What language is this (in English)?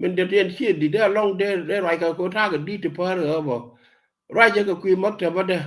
Nuer